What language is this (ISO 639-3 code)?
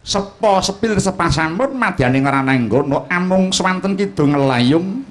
jav